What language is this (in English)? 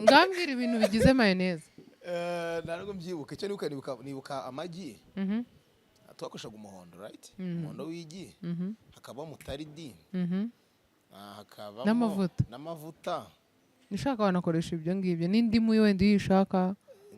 Kinyarwanda